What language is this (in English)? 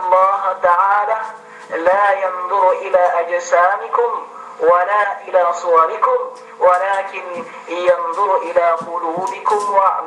Yakan